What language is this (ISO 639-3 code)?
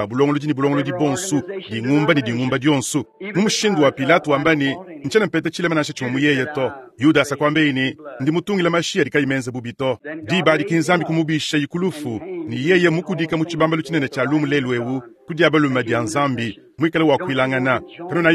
lua